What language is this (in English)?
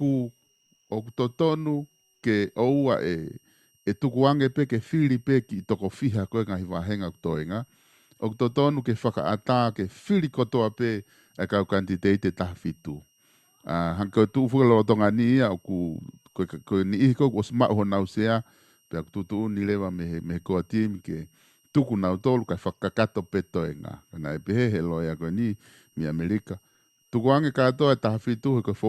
Tongan